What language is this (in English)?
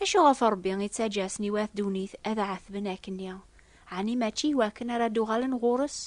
Kabyle